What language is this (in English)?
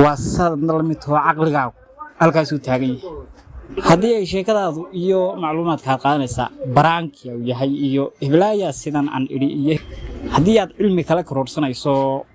Somali